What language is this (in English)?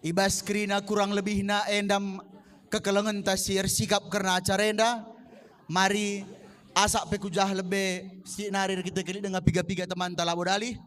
Batak Karo